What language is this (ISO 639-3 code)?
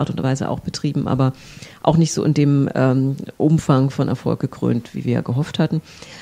deu